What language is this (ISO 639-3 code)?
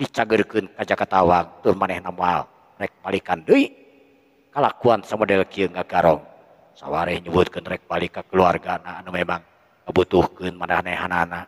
sun